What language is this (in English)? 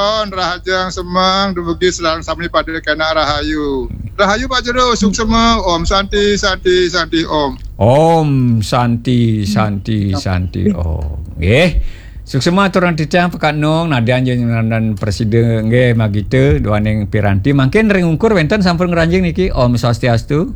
Balinese